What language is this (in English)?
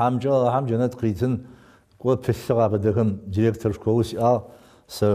Adyghe